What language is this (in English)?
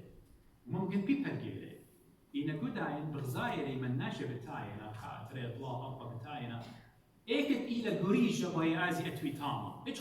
Assyrian Neo-Aramaic